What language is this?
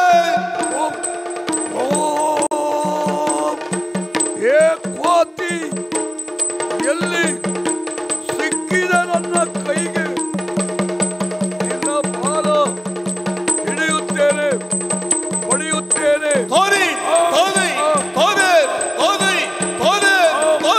Kannada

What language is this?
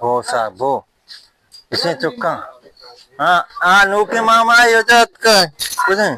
Baluchi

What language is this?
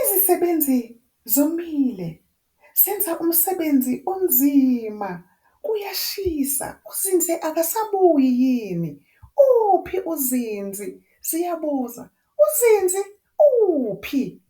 Zulu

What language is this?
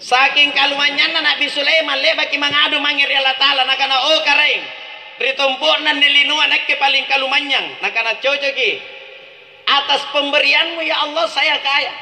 Makasar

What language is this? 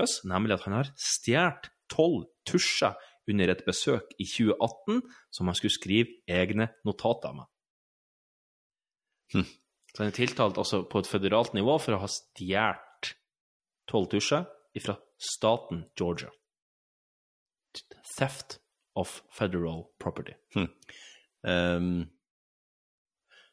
Norwegian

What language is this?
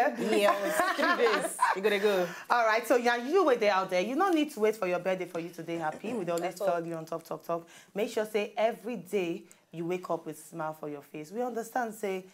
Nigerian Pidgin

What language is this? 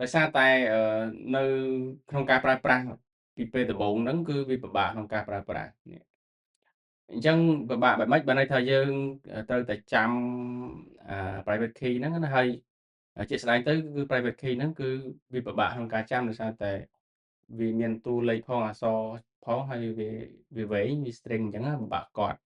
Khmer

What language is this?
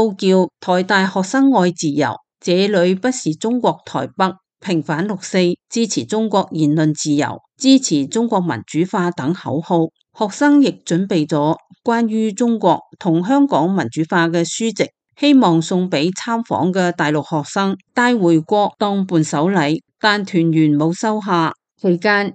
Cantonese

